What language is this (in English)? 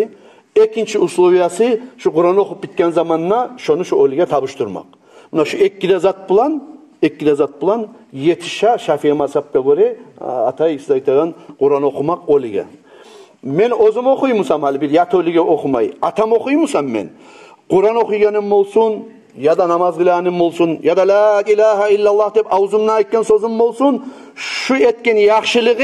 Kumyk